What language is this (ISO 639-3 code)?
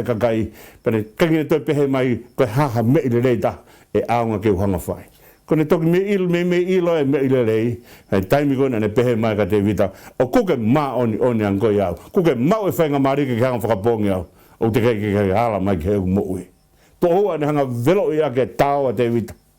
ton